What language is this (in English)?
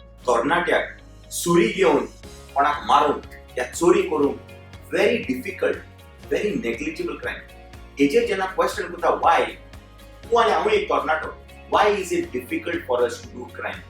Konkani